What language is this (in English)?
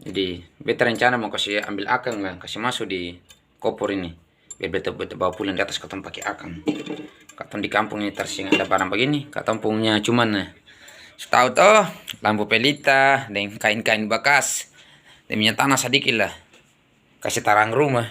Ambonese Malay